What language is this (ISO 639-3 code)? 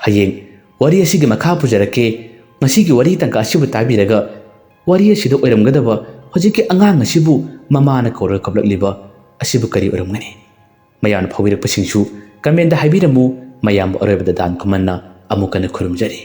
mni